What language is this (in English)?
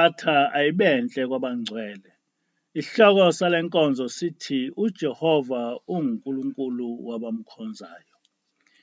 Zulu